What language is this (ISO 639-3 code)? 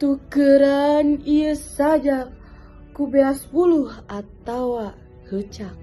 sun